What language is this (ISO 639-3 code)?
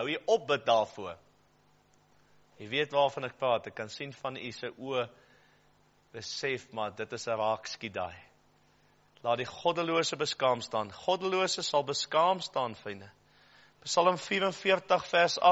afr